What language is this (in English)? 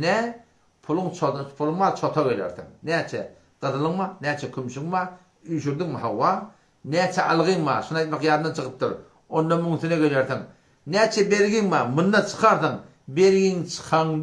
Turkmen